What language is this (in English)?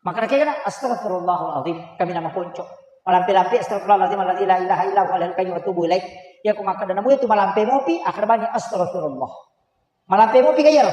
Buginese